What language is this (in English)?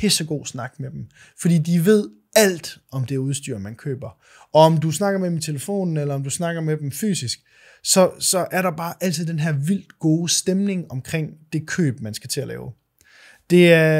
Danish